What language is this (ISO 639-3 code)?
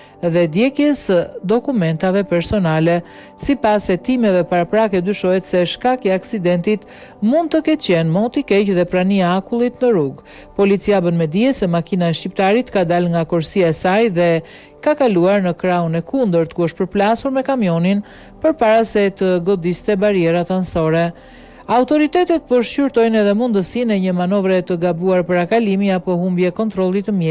sqi